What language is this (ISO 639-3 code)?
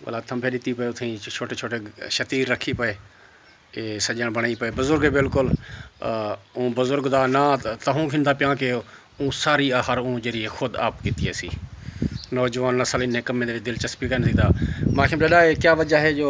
skr